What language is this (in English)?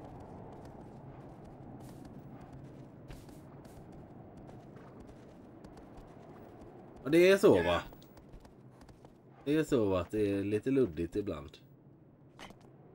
Swedish